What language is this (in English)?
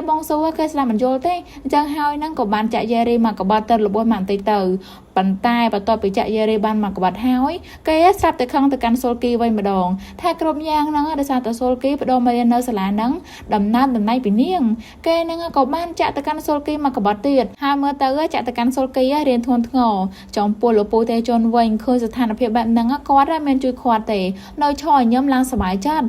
Khmer